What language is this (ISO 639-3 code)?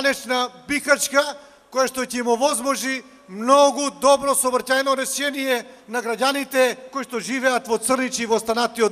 mkd